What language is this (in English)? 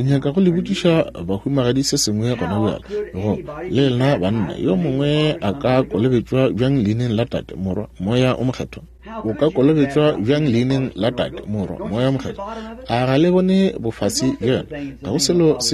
Northern Sotho